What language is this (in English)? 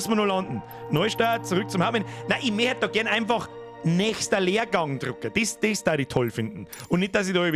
Bavarian